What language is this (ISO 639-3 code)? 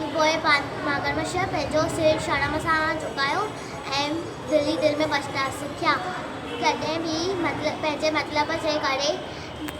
snd